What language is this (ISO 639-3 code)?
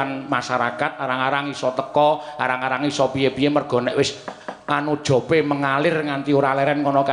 jav